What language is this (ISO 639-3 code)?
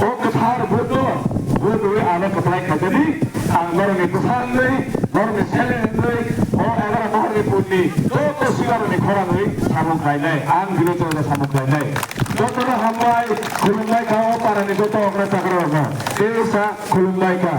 trp